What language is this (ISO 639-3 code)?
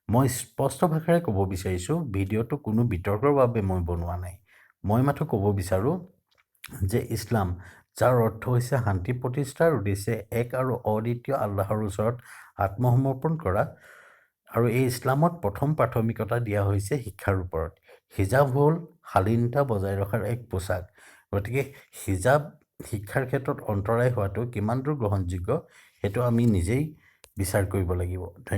asm